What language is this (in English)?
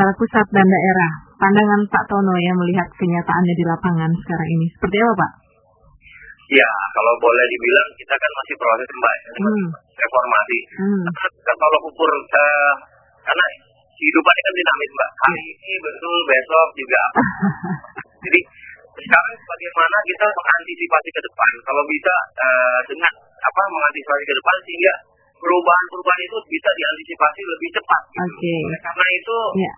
Indonesian